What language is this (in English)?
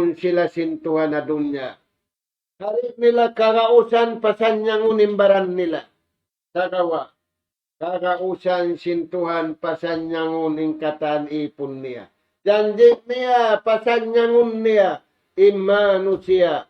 Tausug